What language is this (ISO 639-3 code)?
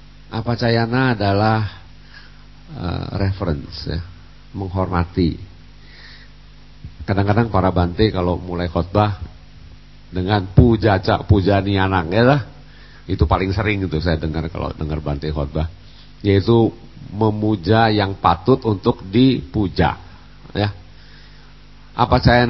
ind